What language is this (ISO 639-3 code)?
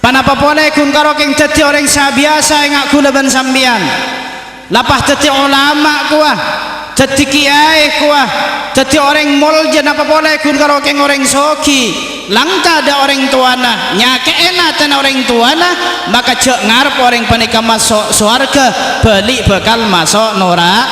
mad